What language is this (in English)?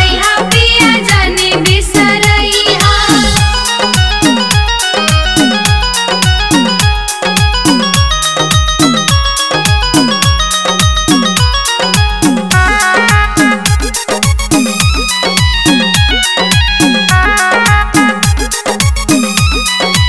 Bhojpuri